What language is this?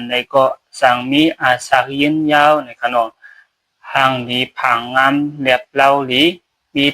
Shan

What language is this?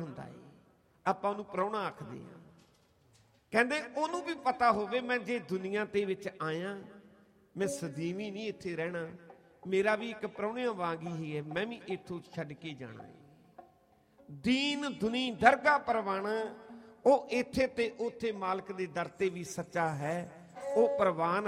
Punjabi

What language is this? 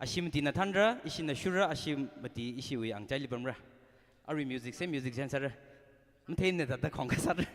Tangkhul Naga (India)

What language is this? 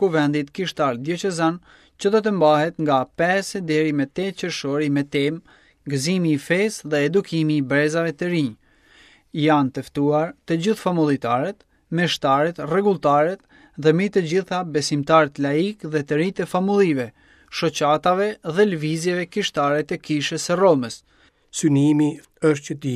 Albanian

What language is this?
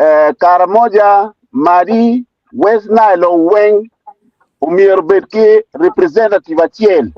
Acoli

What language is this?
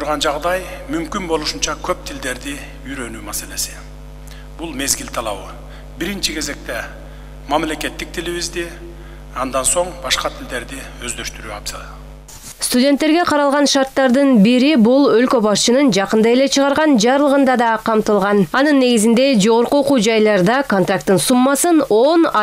Kyrgyz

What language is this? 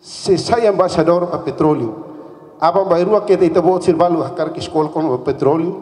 Tetum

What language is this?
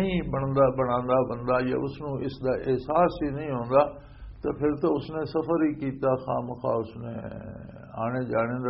Western Panjabi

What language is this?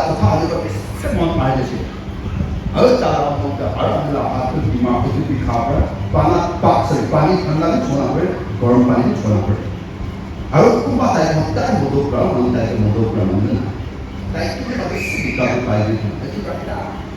Chokri Naga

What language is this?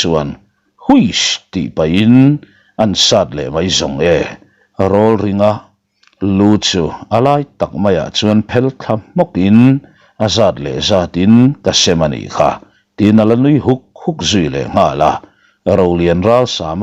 Mizo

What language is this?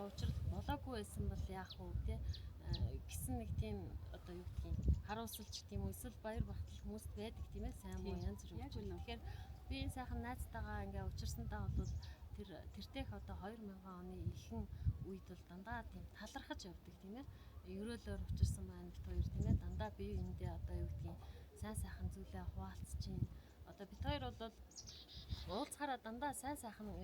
Mongolian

